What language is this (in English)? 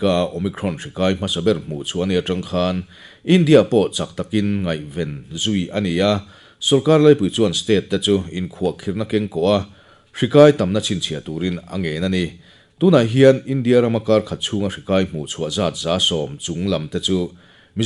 Mizo